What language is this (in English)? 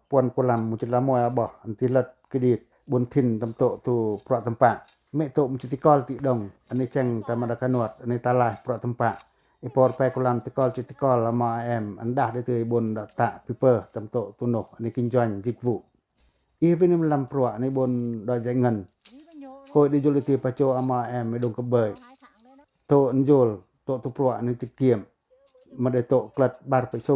Pacoh